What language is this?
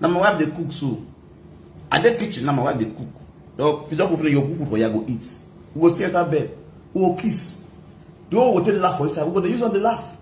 Nigerian Pidgin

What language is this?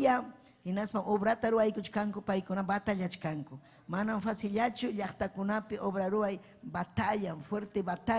Ayacucho Quechua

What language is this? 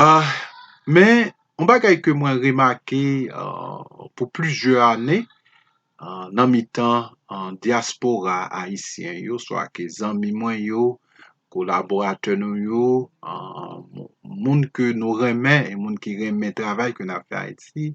Haitian Creole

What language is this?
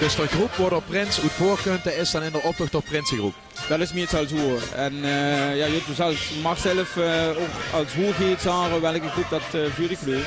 Limburgish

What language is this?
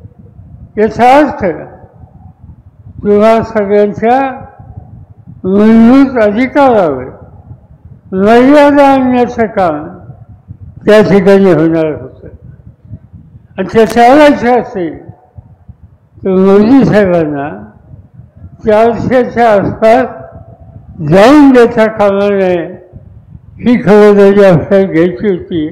Marathi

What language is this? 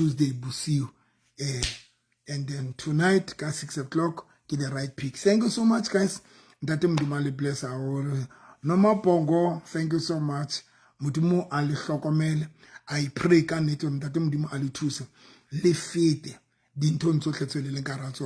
Southern Sotho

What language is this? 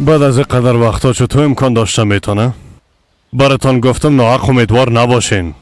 Persian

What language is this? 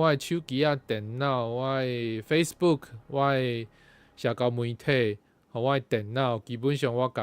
Min Nan Chinese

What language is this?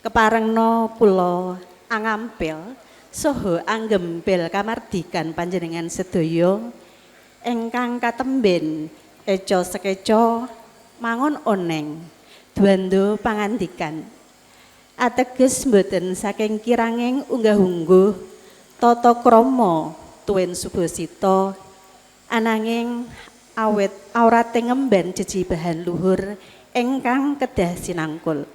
Javanese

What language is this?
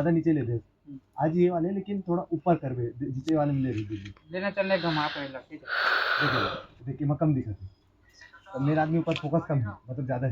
Chhattisgarhi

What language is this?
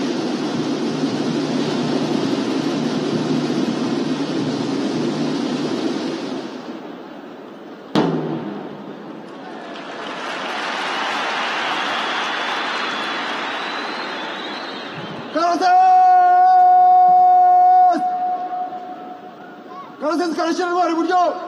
Kinyarwanda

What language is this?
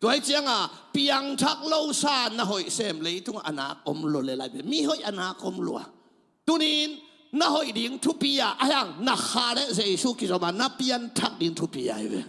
Tedim Chin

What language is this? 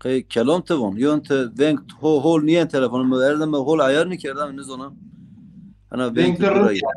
Zaza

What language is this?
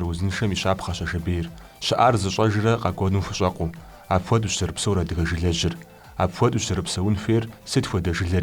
Kabardian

